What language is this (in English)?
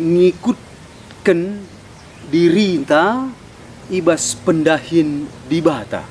Batak Karo